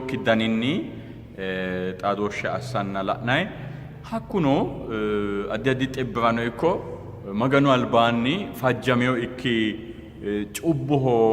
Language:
Sidamo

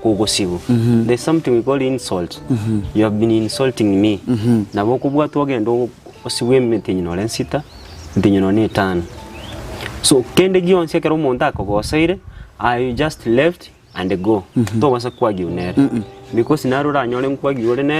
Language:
Gusii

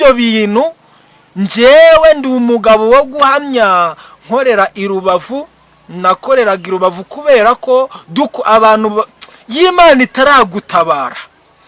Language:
Kinyarwanda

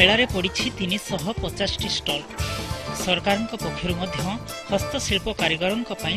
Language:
Odia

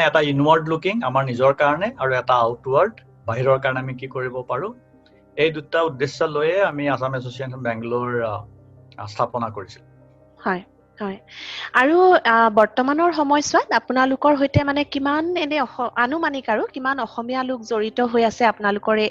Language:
Assamese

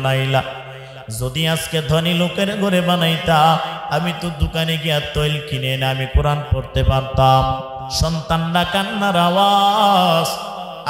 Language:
Bangla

